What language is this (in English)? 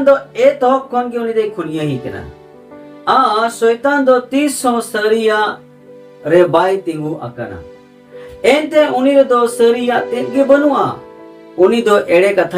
Santali